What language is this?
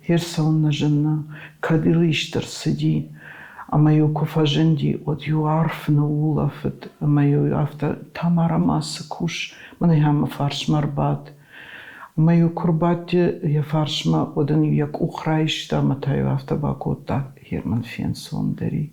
Ossetic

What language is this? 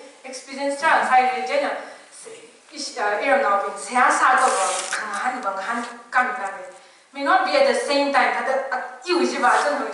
Tangkhul Naga (India)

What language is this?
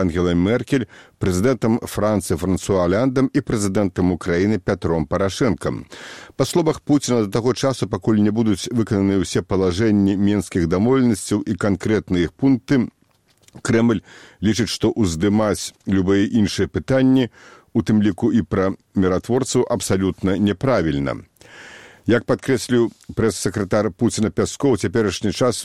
Belarusian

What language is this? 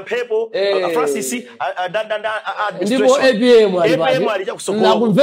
Nyanja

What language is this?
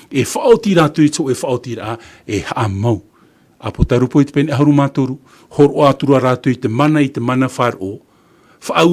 Tahitian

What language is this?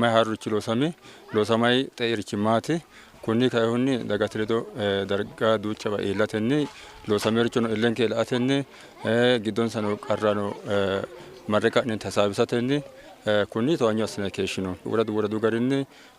Sidamo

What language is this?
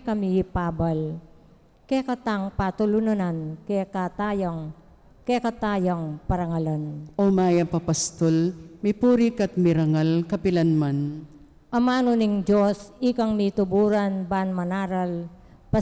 Pampanga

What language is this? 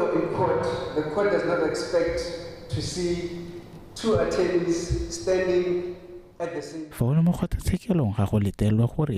Tswana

